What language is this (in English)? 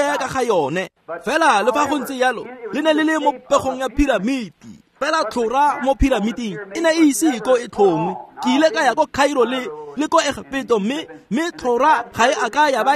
Tswana